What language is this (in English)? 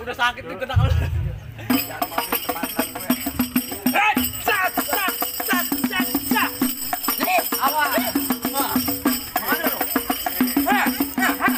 Betawi